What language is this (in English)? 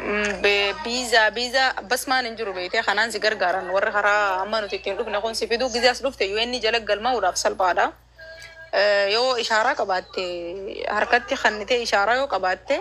Oromo